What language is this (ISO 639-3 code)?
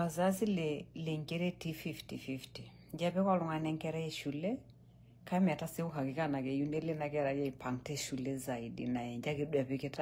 mas